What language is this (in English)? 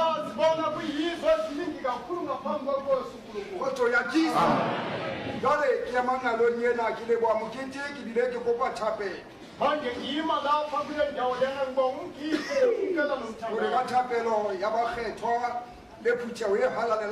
Southern Sotho